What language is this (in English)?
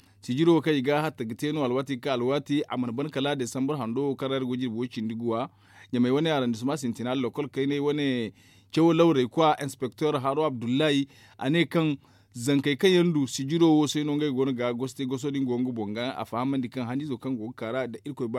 Zarma